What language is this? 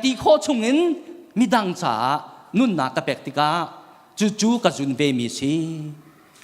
Hakha Chin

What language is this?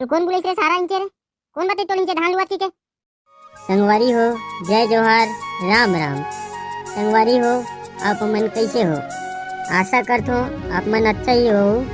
Chhattisgarhi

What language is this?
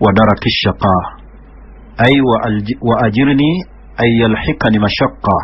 Ganda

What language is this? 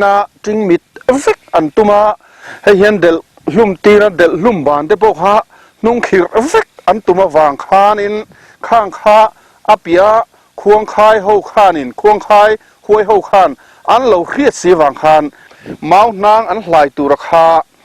Mizo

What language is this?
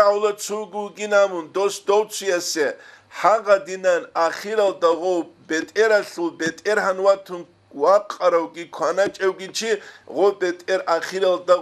Avaric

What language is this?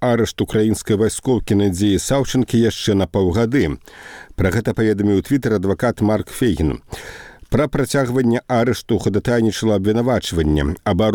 Belarusian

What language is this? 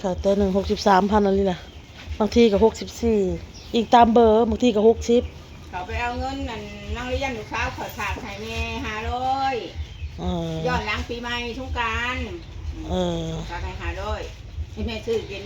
Northeastern Thai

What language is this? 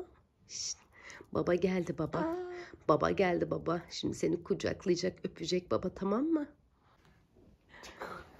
Turkish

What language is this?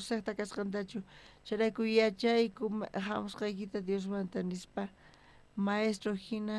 South Bolivian Quechua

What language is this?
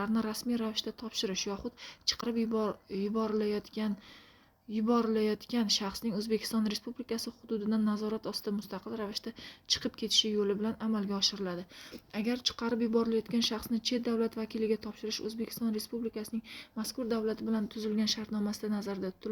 Uzbek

